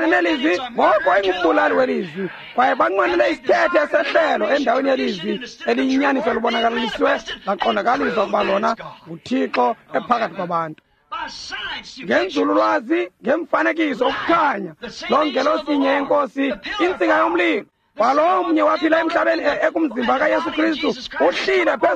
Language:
Xhosa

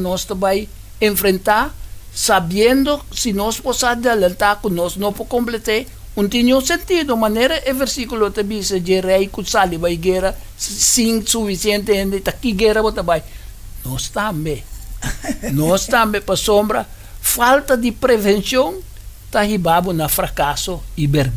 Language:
Papiamento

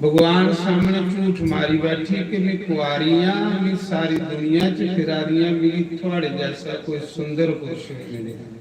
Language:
Dogri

